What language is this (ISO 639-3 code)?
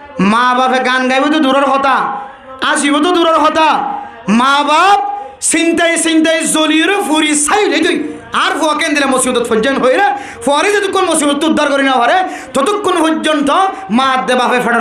rhg